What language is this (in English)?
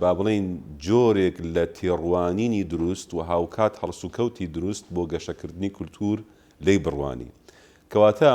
Central Kurdish